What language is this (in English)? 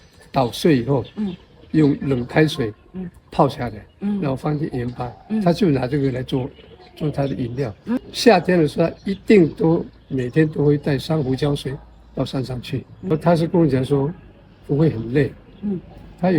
Atayal